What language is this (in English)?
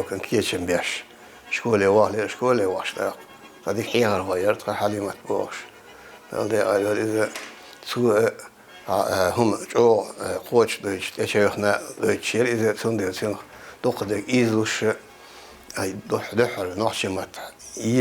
Chechen